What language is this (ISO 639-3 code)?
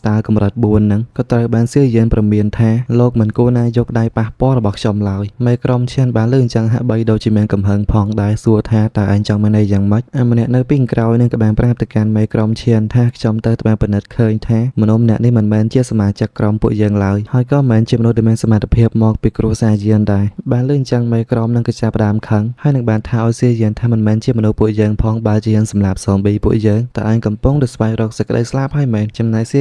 khm